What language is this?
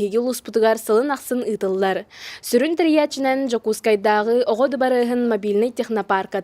Yakut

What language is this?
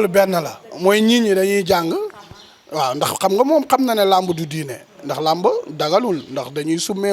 Wolof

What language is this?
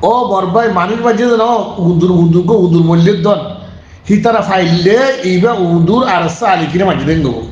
Rohingya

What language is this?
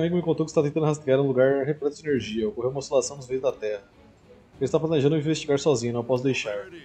Portuguese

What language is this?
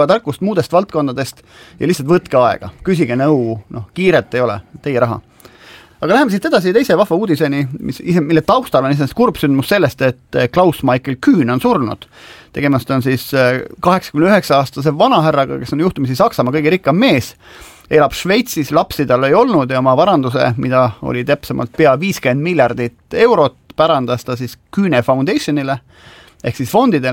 Estonian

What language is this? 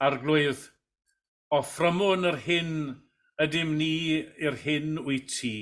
Welsh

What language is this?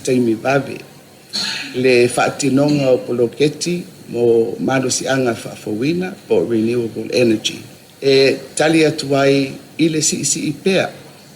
Samoan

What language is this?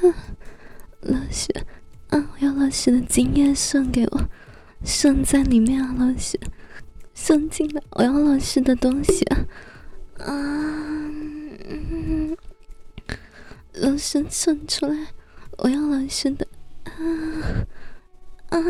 Chinese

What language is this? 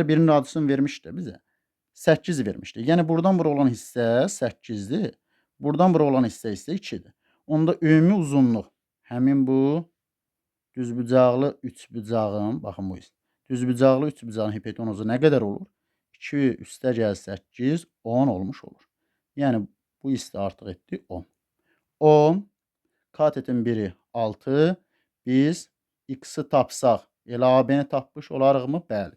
Azerbaijani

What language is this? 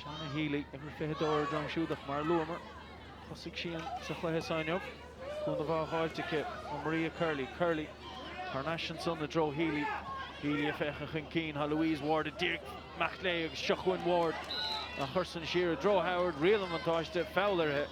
Irish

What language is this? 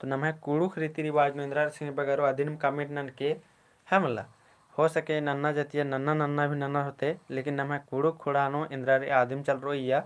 Kurukh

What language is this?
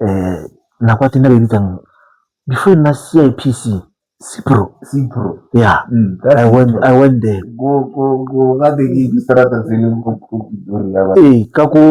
Tswana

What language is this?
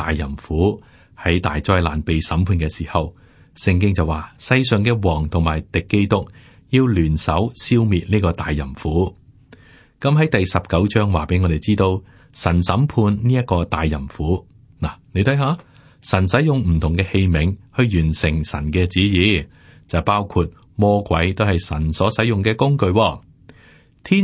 Cantonese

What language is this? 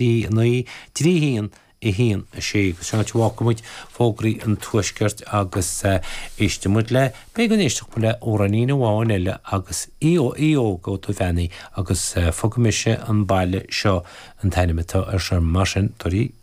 Irish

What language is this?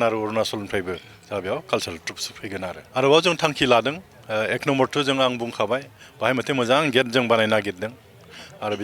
Bodo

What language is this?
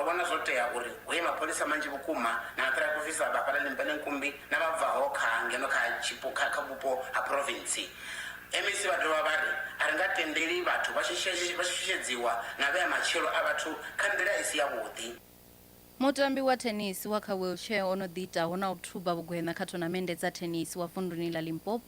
Venda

